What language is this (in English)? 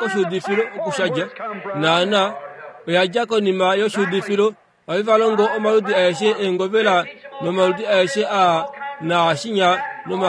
Kuanyama